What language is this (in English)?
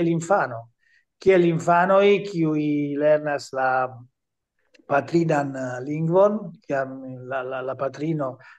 Esperanto